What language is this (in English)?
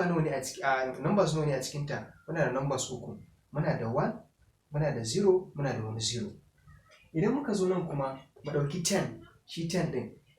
Hausa